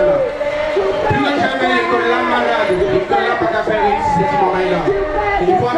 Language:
Guadeloupean Creole French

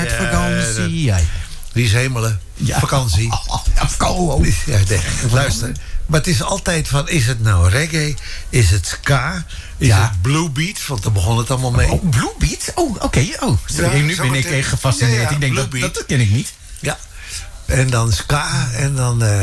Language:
Dutch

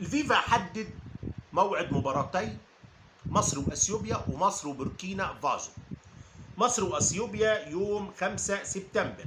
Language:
Egyptian Arabic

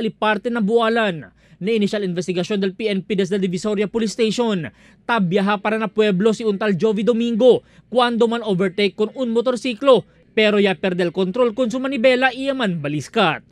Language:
Chavacano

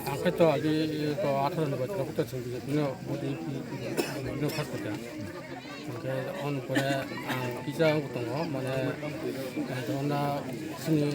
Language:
Kok Borok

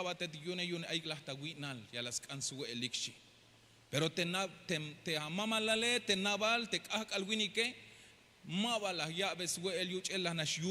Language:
Tzeltal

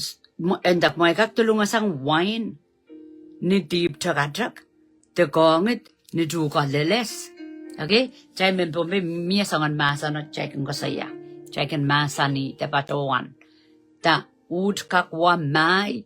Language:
Pohnpeian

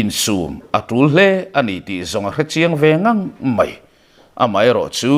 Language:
Mizo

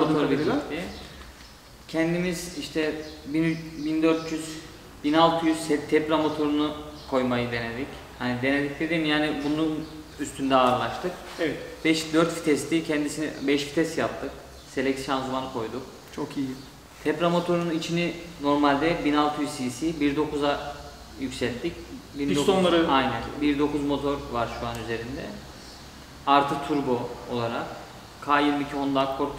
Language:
Turkish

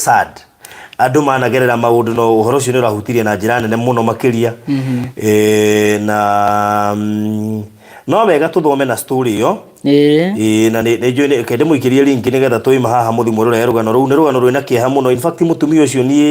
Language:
Kikuyu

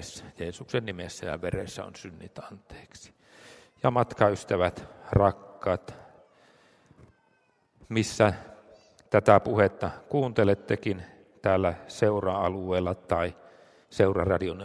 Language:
Finnish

